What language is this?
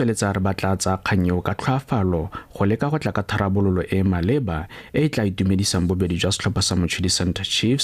Tswana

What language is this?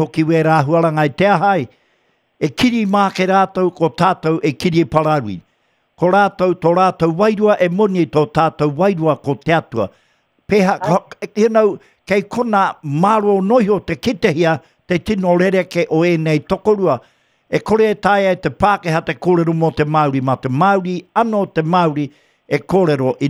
Māori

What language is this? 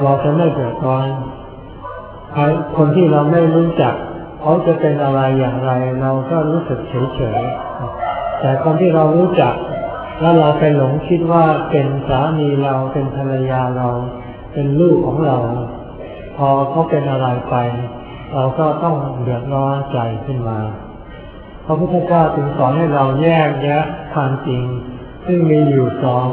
Thai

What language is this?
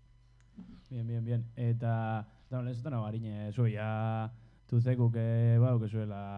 Basque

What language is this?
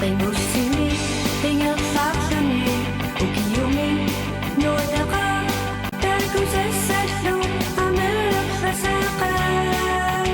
Kalaallisut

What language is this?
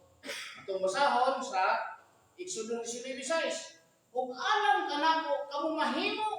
Cebuano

